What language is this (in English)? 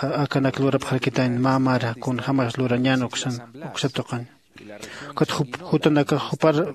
Aymara